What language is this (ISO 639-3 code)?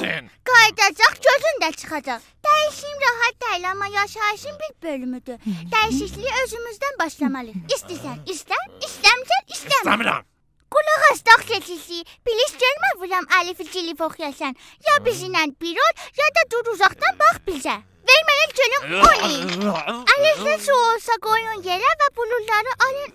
azb